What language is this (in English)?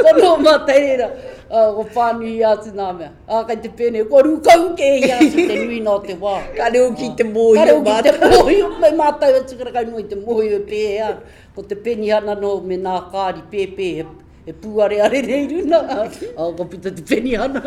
Māori